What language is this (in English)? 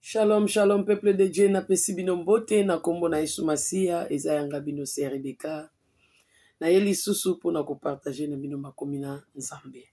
Lingala